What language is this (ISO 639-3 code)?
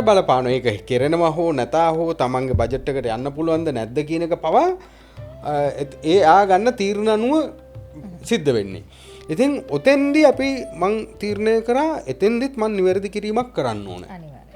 sin